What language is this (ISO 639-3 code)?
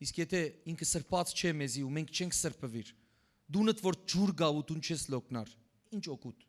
hyw